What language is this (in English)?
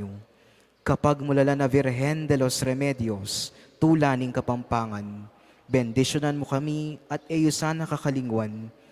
Pampanga